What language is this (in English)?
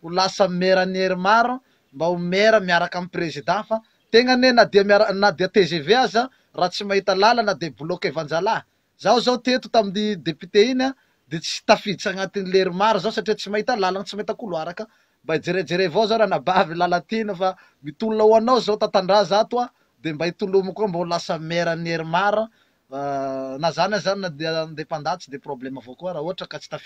Malagasy